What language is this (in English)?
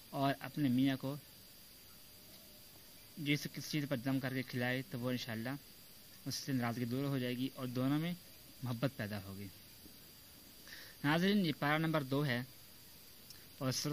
Urdu